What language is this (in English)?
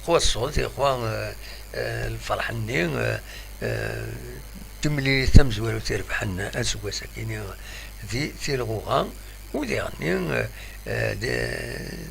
Kabyle